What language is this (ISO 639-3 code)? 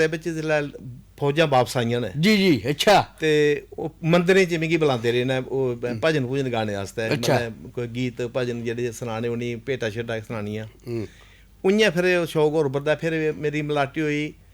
doi